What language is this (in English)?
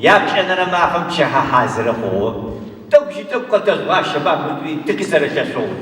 Adyghe